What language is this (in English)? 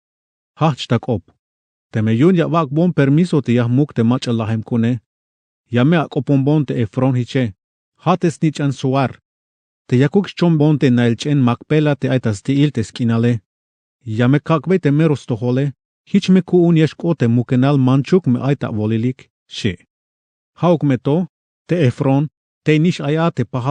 Tzeltal